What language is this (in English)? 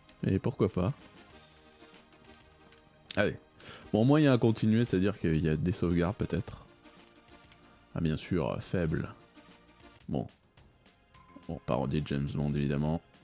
French